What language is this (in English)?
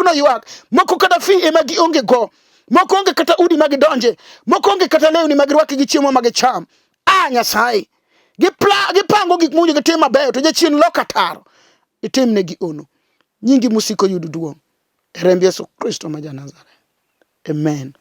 Luo (Kenya and Tanzania)